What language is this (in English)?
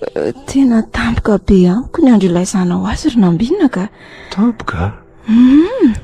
Malagasy